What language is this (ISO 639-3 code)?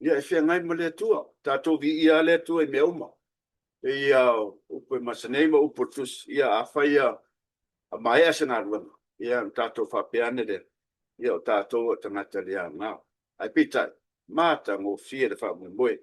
smo